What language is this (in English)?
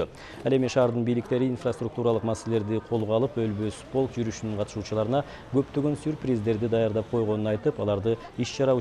Kyrgyz